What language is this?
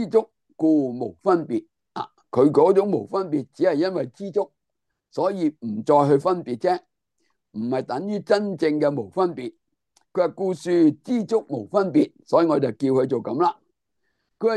Cantonese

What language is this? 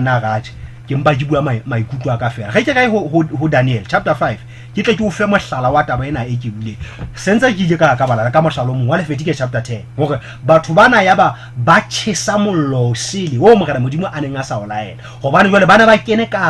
Southern Sotho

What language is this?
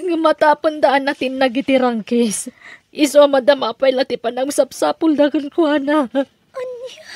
Iloko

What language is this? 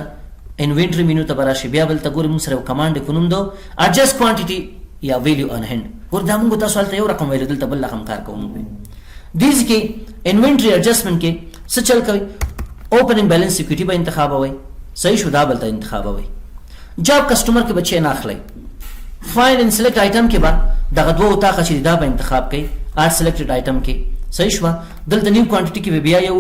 Pashto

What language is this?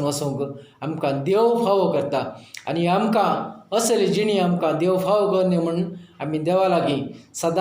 Konkani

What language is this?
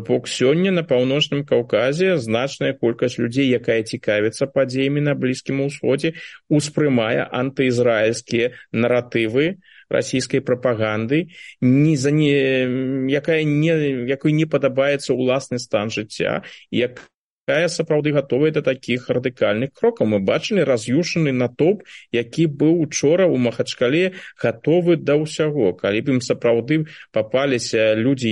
Belarusian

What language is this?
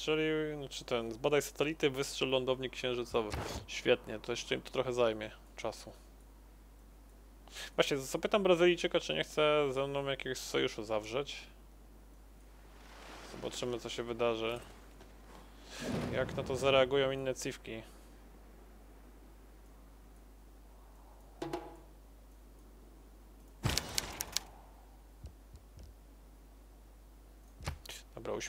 Polish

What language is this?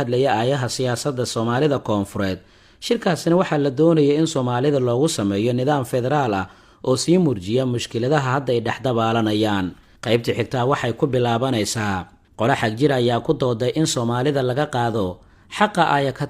Somali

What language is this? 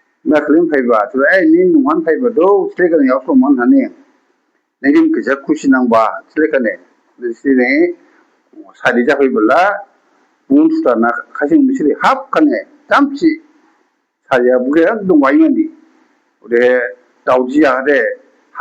Dimasa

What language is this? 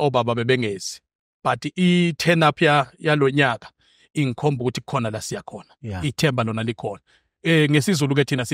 Zulu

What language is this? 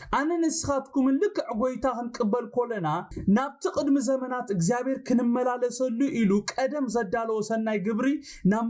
Tigrinya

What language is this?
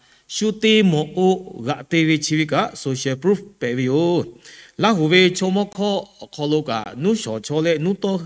Lahu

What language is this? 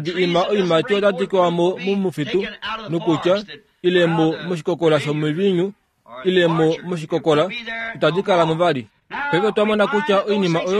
Kuanyama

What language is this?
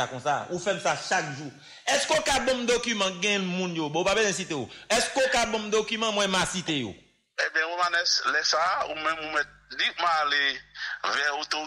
Haitian Creole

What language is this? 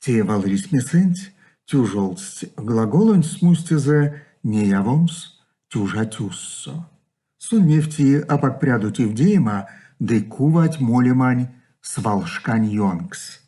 Erzya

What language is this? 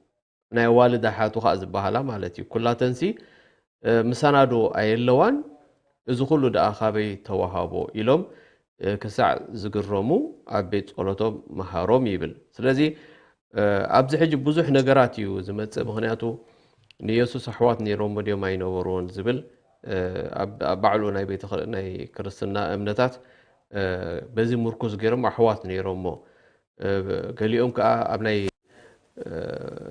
Tigrinya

